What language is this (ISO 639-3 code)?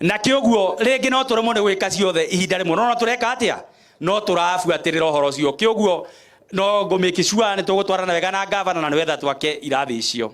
kik